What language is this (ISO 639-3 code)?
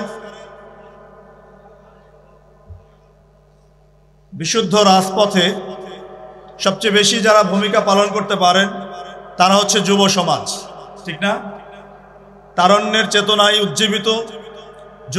ben